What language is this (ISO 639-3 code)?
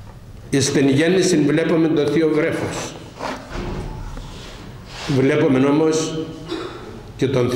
ell